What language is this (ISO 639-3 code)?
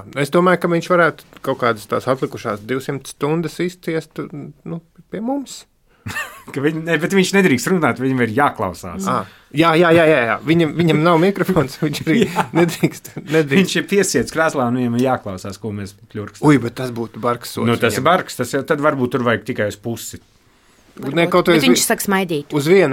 lav